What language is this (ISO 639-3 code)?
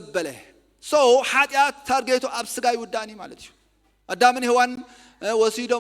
tir